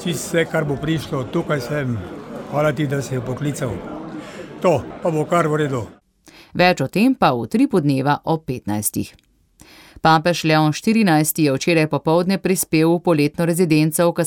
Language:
Slovenian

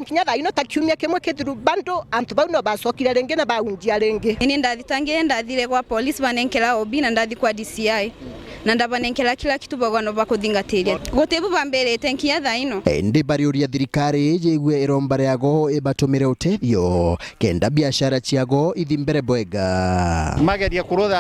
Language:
Meru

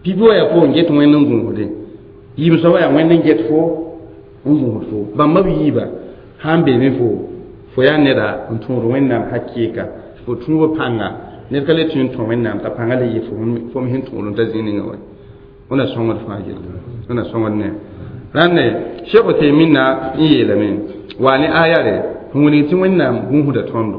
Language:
Mossi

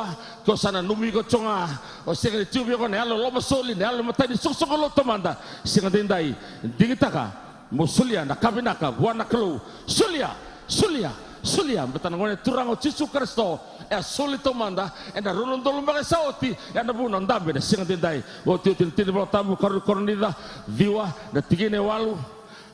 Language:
Fijian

